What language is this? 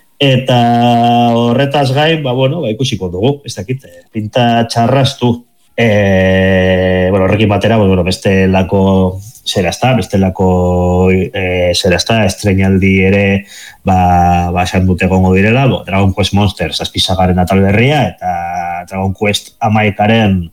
Basque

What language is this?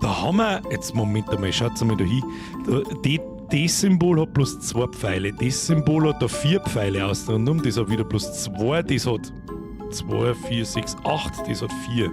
Bavarian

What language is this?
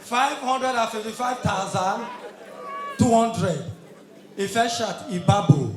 Nigerian Pidgin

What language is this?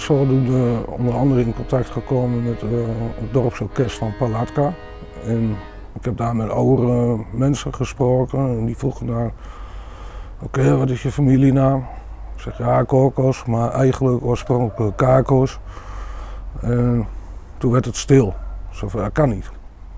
Dutch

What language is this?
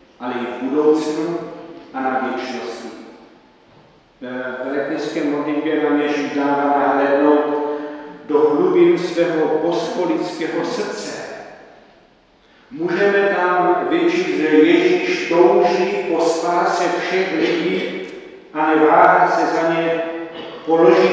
Czech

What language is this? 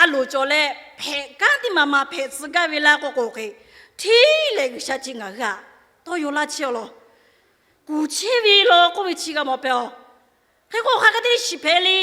Lahu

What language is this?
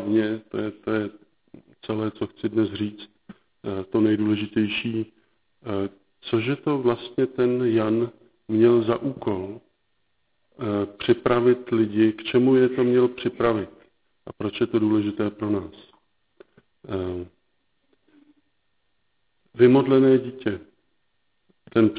Czech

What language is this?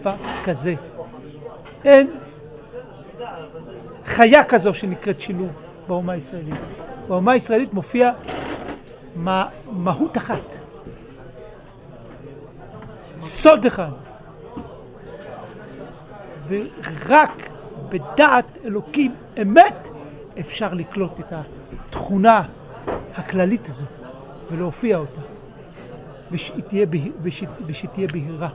Hebrew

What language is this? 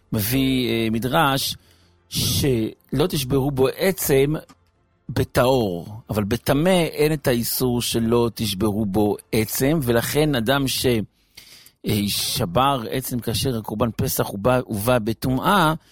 Hebrew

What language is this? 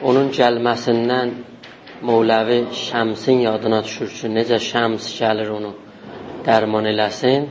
South Azerbaijani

